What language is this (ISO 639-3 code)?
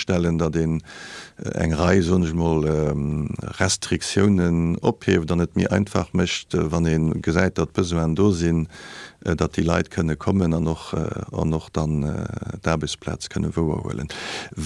ltz